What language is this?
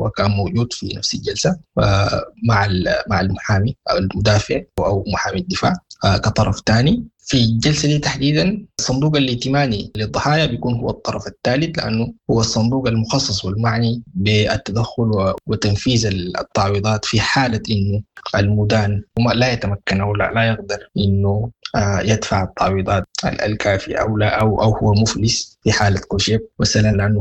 Sudanese Arabic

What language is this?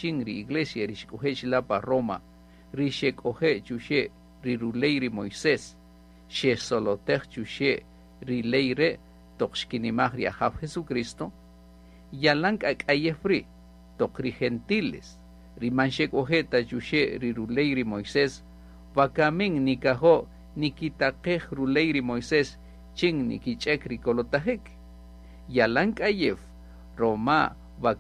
Kaqchikel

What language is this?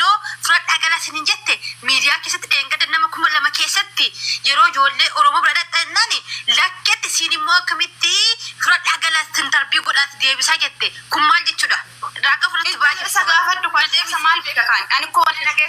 Oromo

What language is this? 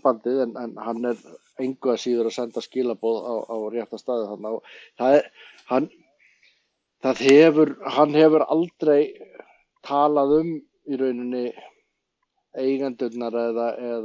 Icelandic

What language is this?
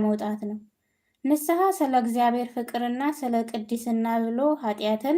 Amharic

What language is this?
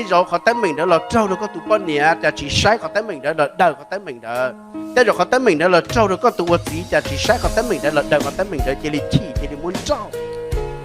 Hmong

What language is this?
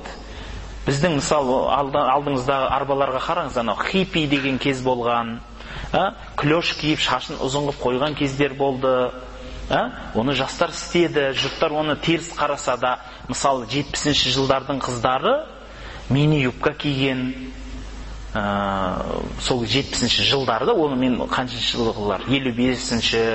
Kazakh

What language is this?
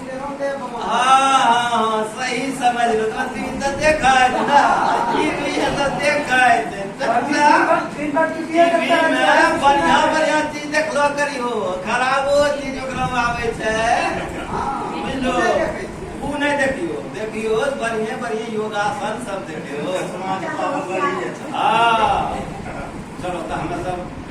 Angika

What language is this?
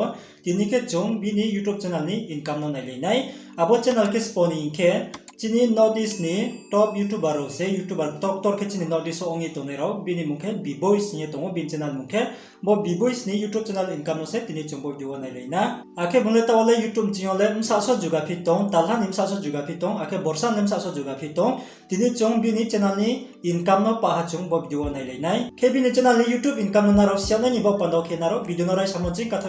Riang (India)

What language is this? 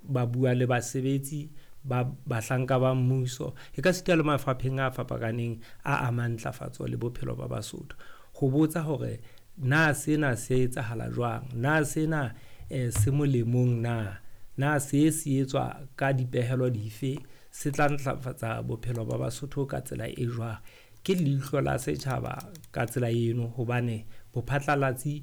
Southern Sotho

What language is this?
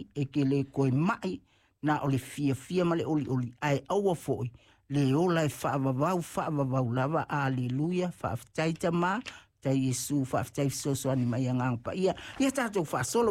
Samoan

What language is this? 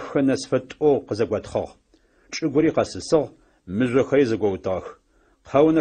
Adyghe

